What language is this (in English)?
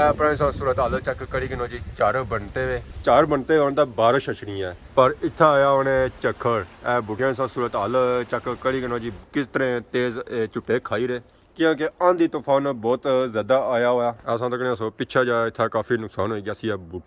Pahari-Potwari